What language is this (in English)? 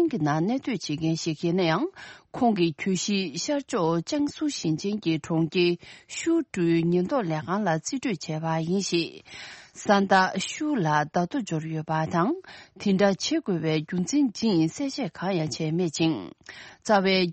Tibetan